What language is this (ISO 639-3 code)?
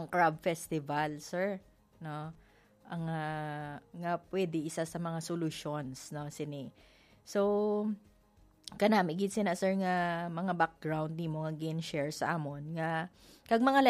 hil